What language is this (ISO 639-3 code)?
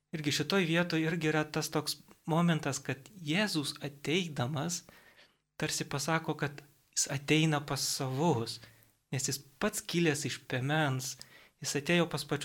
lit